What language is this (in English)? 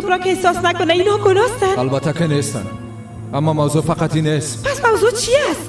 Persian